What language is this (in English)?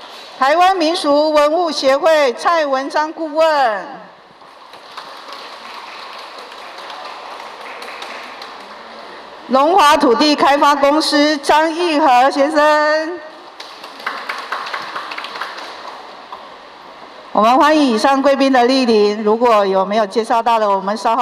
Chinese